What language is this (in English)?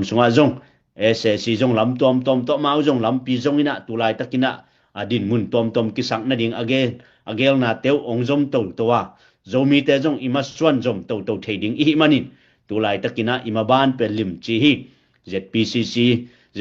Tedim Chin